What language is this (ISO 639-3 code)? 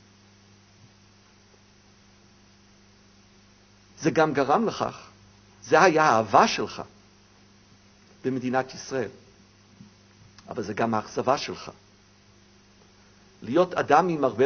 heb